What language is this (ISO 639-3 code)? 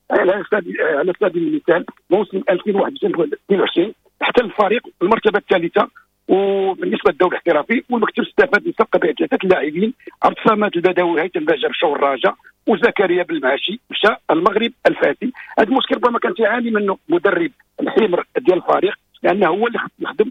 ary